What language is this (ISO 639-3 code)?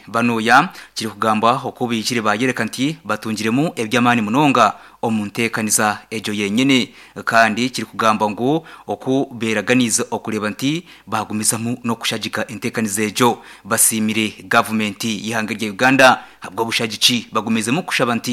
nyn